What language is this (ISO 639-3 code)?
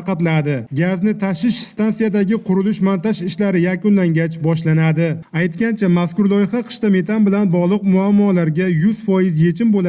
uzb